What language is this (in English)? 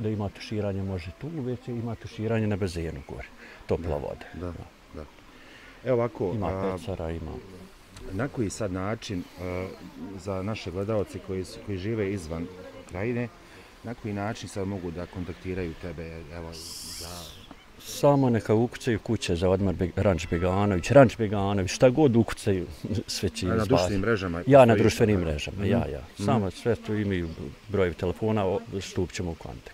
Bosnian